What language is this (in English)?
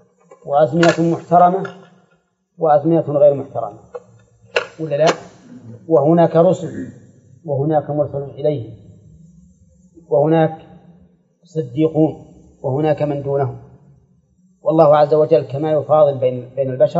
Arabic